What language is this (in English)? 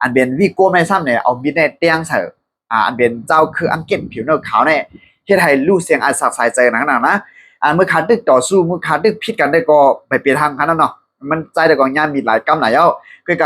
Shan